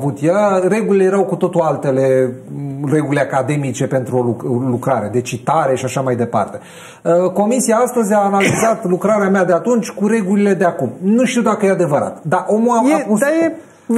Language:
Romanian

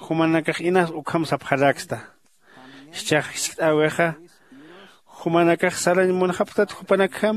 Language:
Aymara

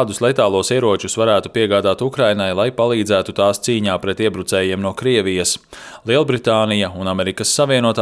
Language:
Latvian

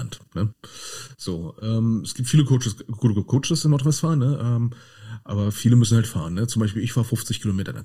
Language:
German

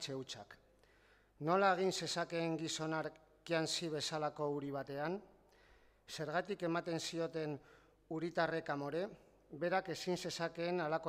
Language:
Basque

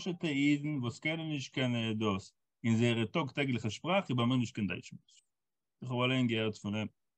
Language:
Yiddish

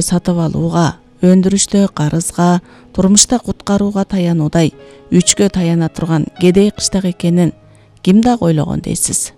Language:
Kyrgyz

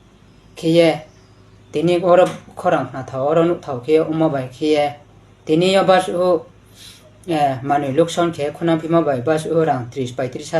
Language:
Riang (India)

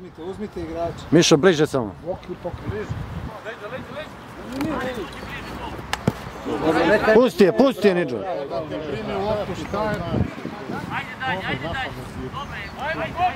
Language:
Serbian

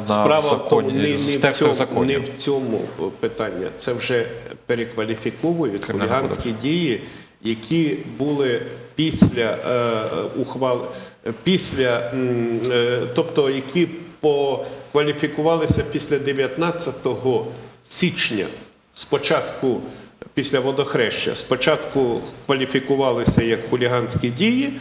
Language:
Ukrainian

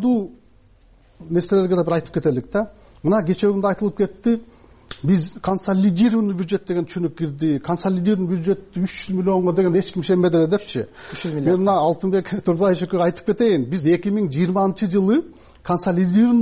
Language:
Kyrgyz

